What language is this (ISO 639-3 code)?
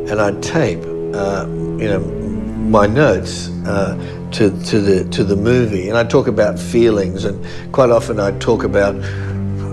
eng